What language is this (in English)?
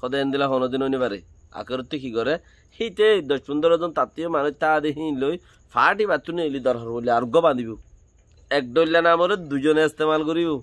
Rohingya